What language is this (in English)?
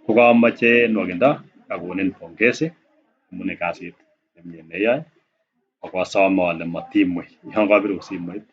Kalenjin